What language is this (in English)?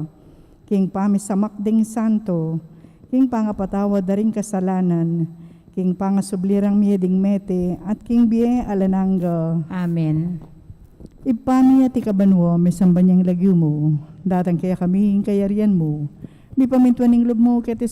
Pampanga